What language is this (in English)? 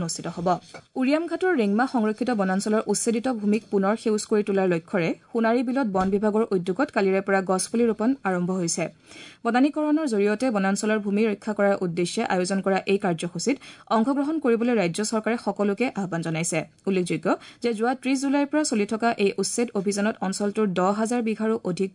Assamese